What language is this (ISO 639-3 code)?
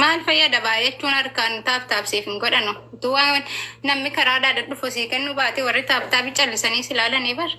orm